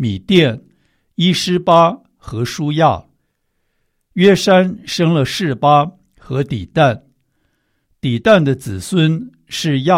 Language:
Chinese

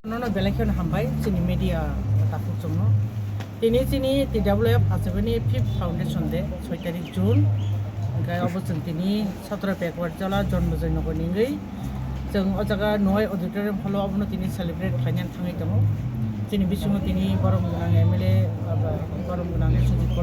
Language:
Kok Borok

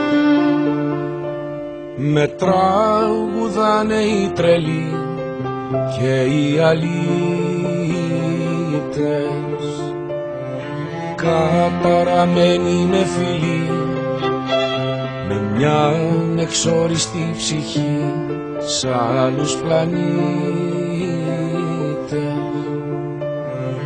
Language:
Greek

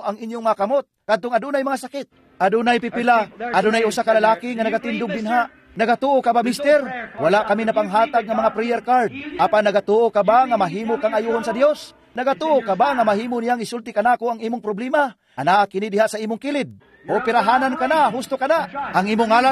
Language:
Cebuano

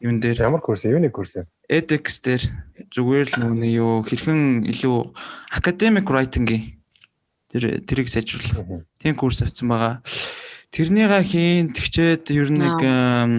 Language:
Mongolian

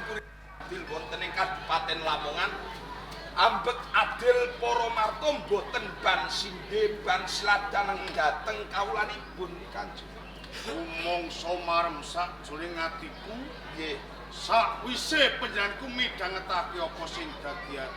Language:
Javanese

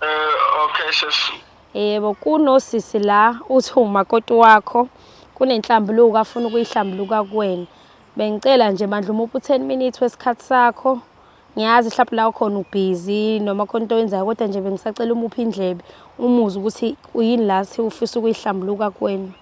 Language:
Zulu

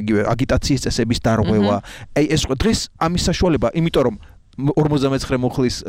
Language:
Georgian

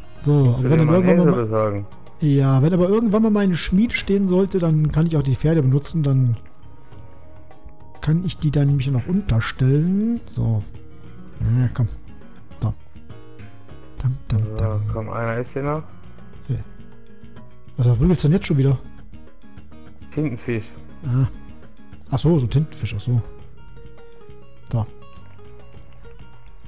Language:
German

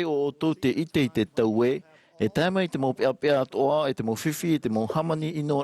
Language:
Tahitian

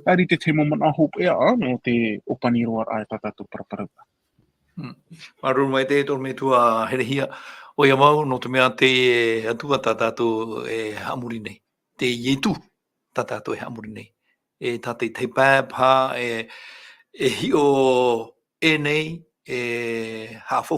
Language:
Tahitian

